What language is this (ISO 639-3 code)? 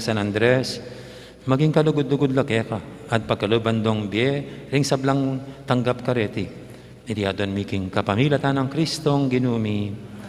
pam